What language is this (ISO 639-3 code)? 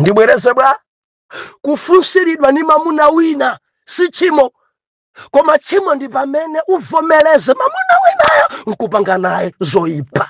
nya